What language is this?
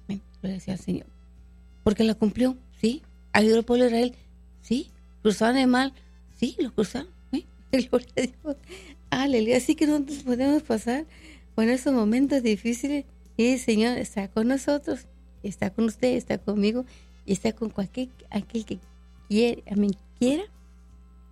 Spanish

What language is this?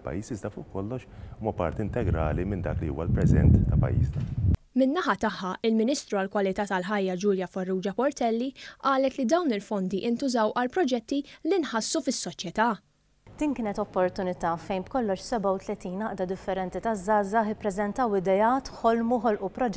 Maltese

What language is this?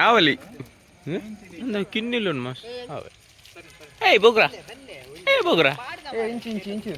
Tulu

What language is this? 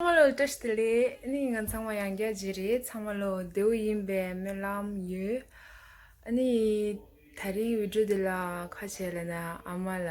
Tibetan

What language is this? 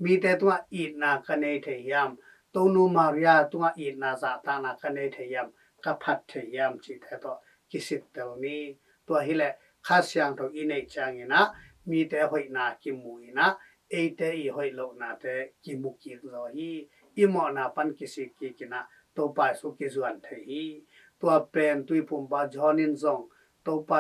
Tedim Chin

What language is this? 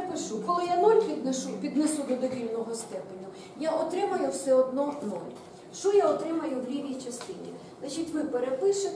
Ukrainian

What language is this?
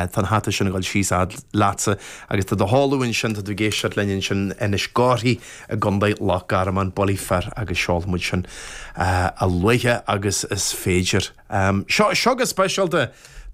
Irish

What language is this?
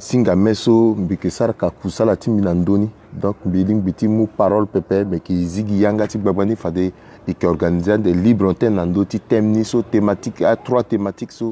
Sango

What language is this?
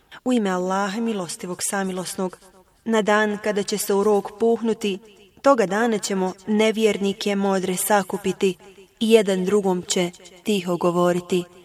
Bosnian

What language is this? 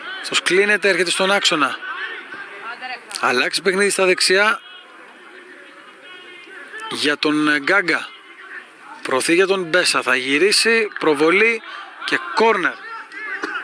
Greek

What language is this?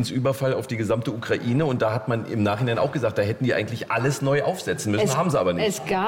German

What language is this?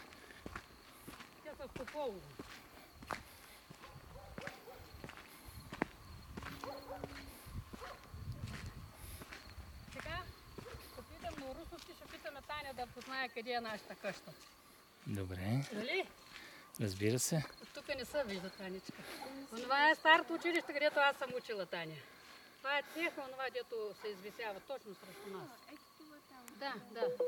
Bulgarian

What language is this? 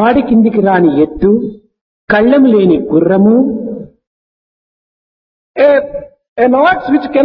Telugu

